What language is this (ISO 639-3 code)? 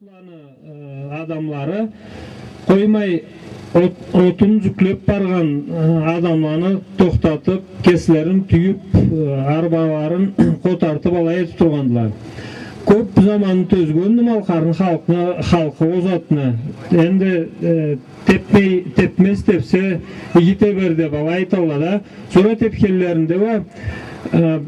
krc